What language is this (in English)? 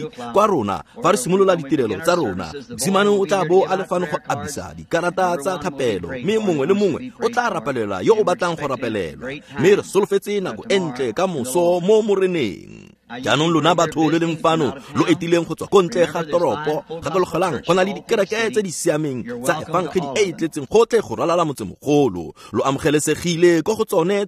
Tswana